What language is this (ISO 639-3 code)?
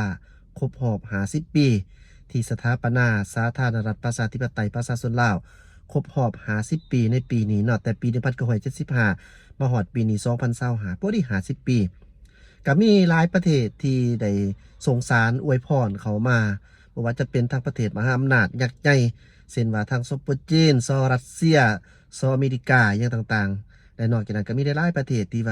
lao